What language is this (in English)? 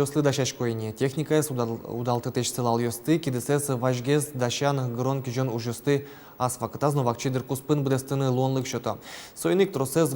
Udmurt